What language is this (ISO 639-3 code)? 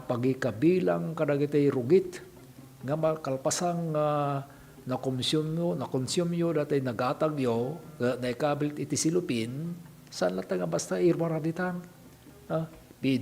ilo